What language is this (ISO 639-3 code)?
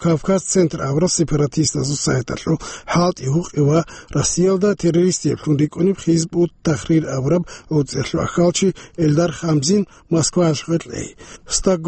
ava